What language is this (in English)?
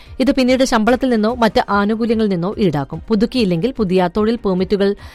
Malayalam